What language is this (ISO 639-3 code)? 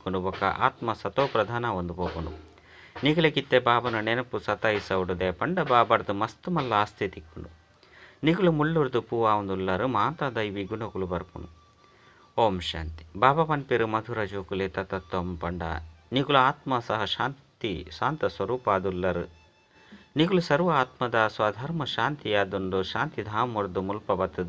tcy